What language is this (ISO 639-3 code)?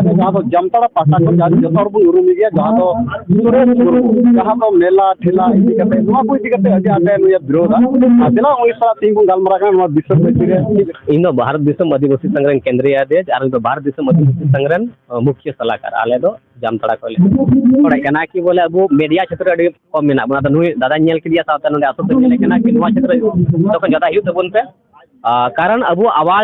sat